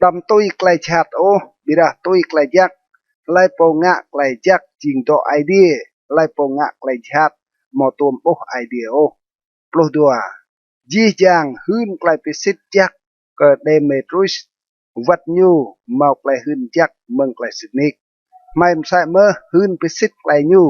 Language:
Rade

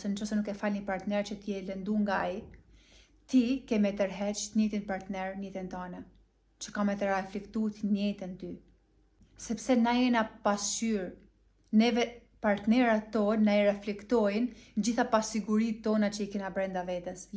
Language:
Albanian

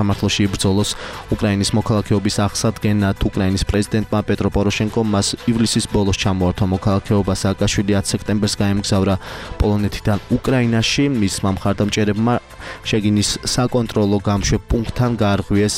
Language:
Georgian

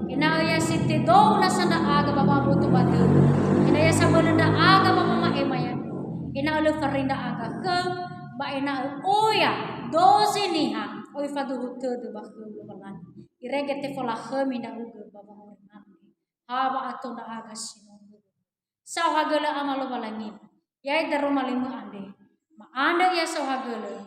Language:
Nias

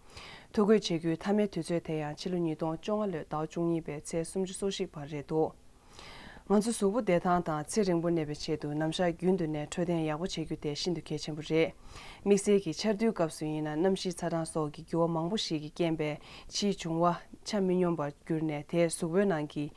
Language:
Tibetan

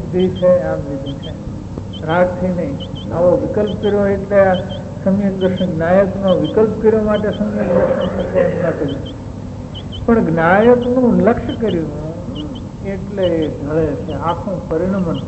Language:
Gujarati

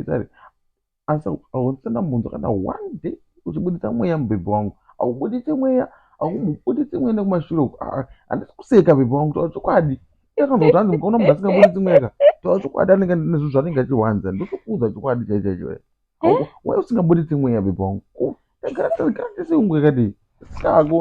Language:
Shona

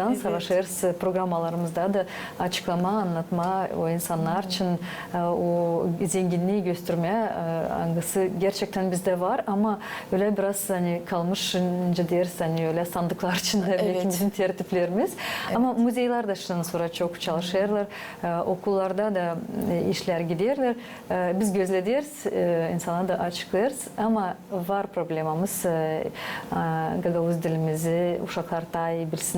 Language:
Gagauz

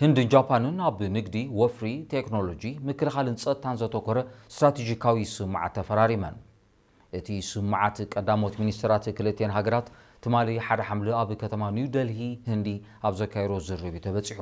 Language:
Tigrinya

